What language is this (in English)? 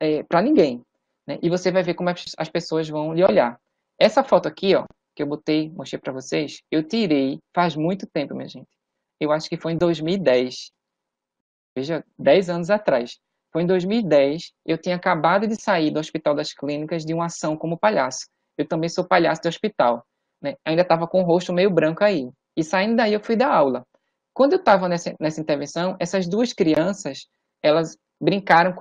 Portuguese